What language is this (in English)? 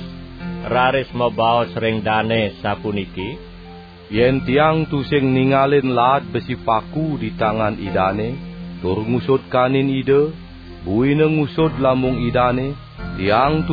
Balinese